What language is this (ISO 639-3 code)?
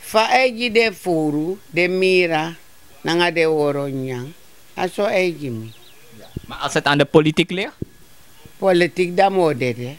srn